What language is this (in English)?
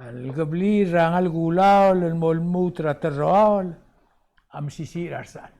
Palauan